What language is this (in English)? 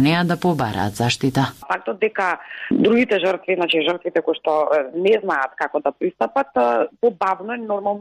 Macedonian